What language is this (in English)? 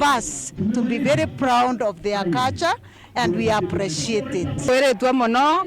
Meru